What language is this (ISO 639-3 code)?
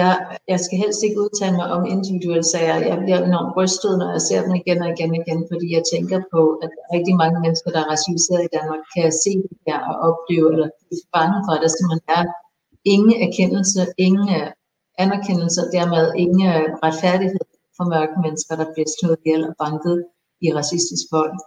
dan